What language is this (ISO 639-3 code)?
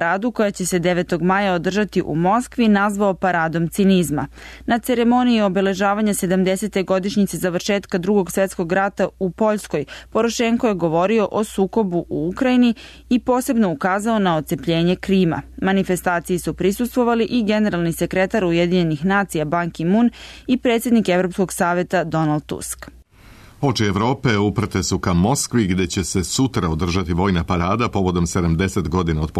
srp